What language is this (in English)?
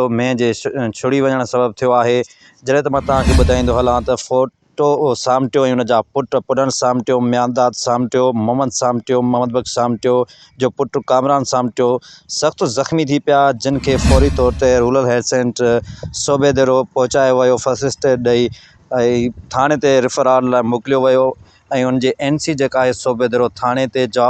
Sindhi